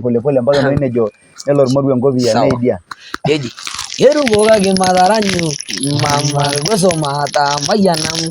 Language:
Masai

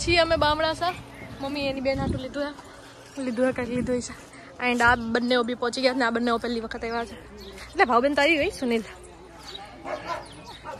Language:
Gujarati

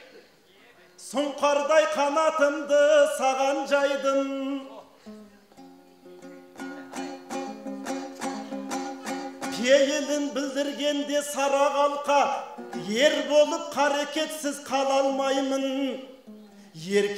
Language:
Kazakh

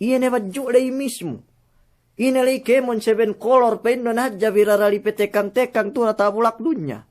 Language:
Yakan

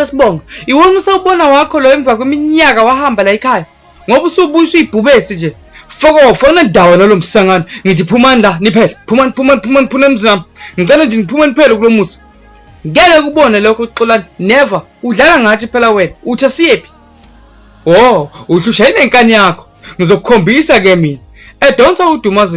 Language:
Zulu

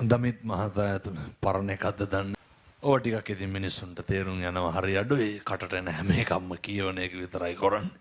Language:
Sinhala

